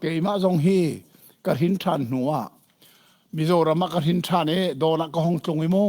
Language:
Hakha Chin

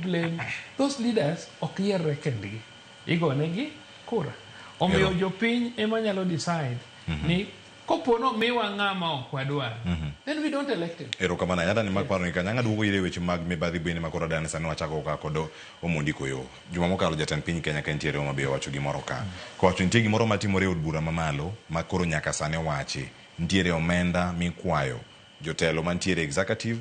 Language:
Luo (Kenya and Tanzania)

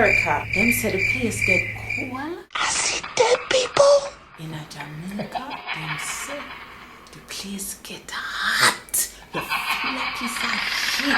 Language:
Jamaican Creole English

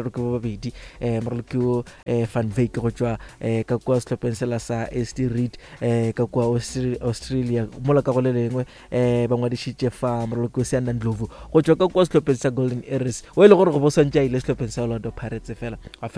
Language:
Northern Sotho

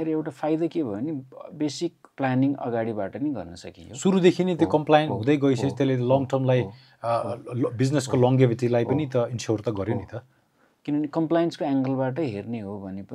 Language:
Nepali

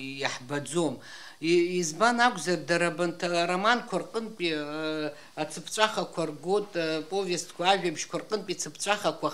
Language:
Abkhazian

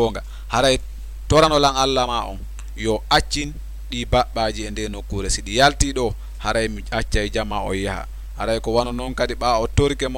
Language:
Fula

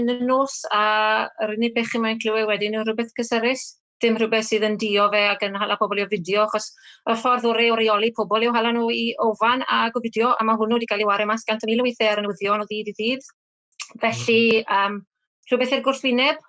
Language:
Welsh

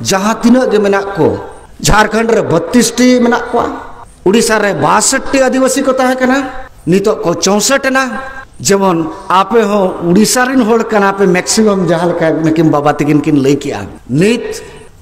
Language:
Santali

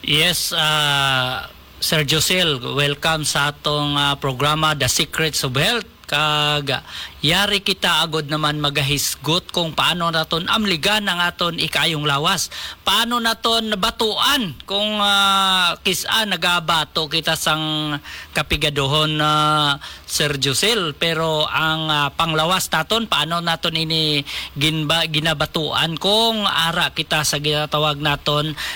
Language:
Hiligaynon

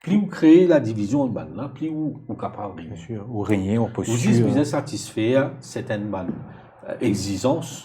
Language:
Morisyen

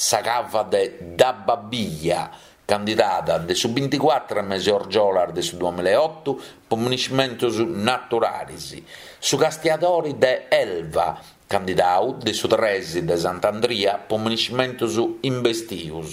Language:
Sardinian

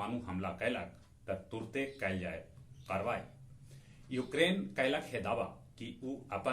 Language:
Magahi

